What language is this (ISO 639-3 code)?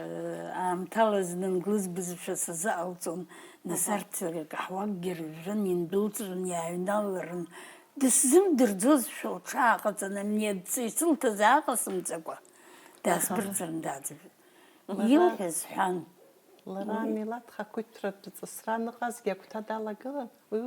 abk